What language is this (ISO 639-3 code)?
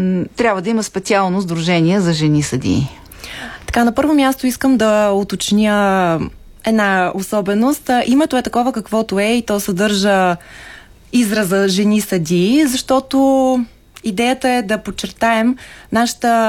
bul